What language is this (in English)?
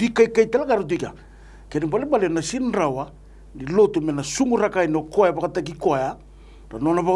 Fijian